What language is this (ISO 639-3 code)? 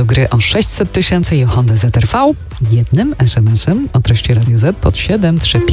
pol